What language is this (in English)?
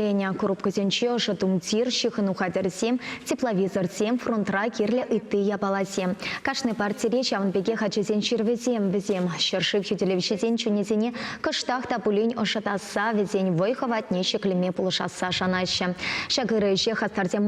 Chuvash